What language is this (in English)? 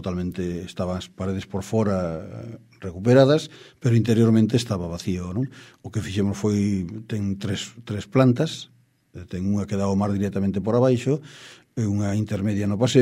Galician